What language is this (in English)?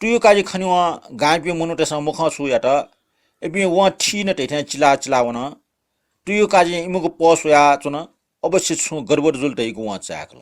Newari